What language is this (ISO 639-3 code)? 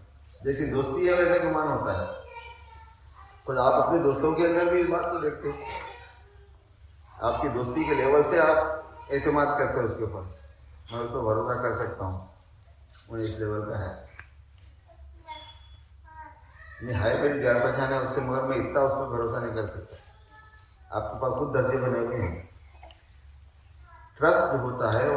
urd